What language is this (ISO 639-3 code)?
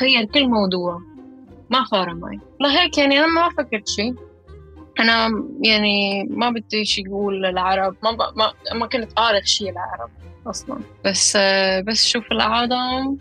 apc